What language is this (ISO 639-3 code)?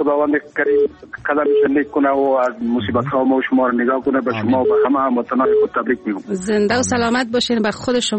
fas